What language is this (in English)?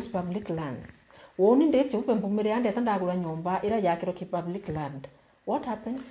Meru